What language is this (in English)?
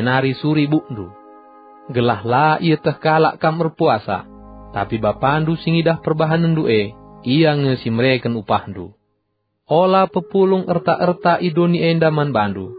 Batak Karo